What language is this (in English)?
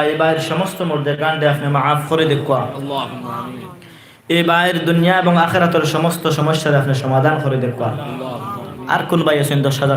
Sylheti